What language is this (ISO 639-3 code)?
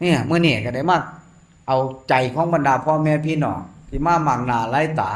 tts